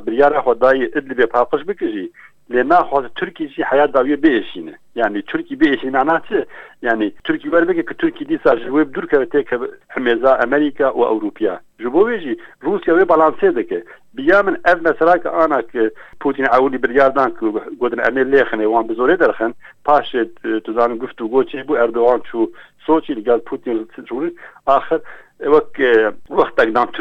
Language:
Kurdish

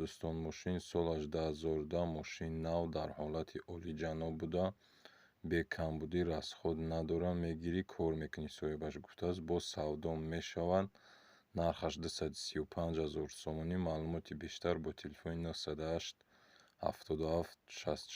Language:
Tajik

